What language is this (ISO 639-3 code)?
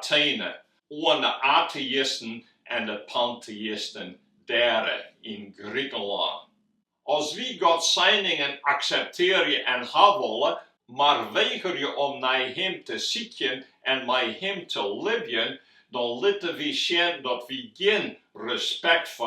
fry